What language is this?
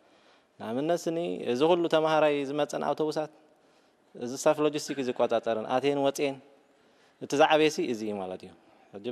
Tigrinya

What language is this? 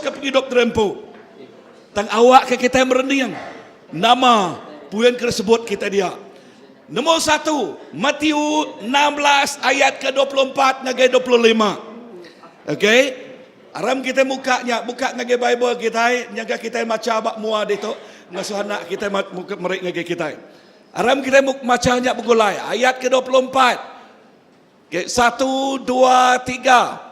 Iban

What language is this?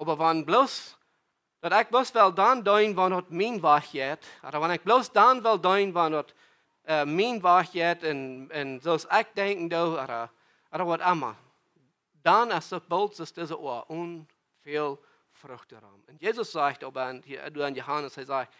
Plautdietsch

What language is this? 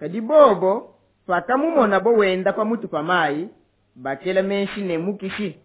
Luba-Lulua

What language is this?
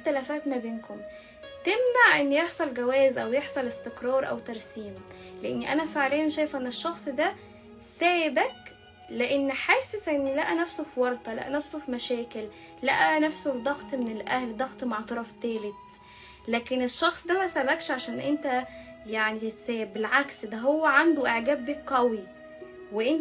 Egyptian Arabic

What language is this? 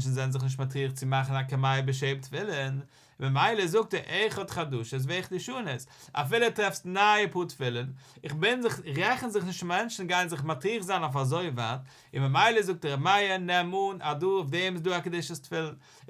Yiddish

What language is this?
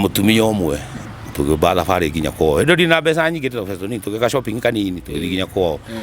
Kikuyu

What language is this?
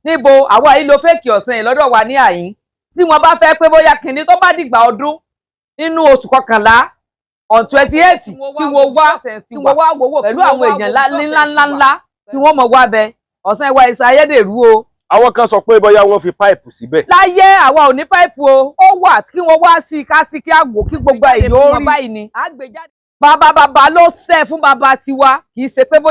Yoruba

